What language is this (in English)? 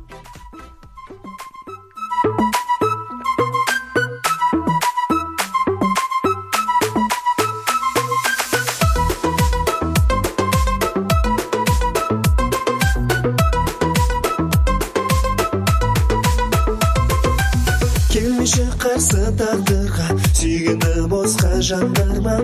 Kazakh